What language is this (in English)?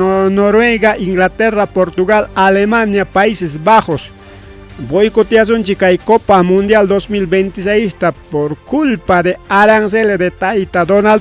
Ayacucho Quechua